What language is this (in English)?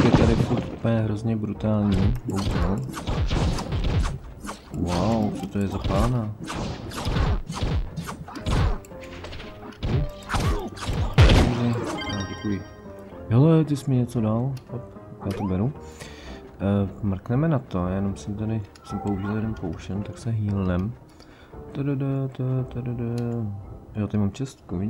Czech